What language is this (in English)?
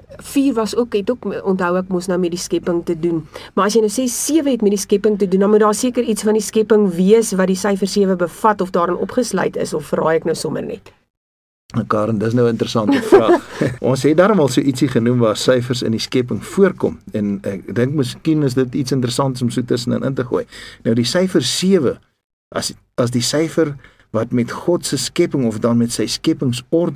Afrikaans